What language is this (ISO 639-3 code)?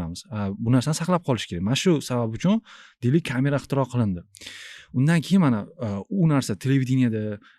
uzb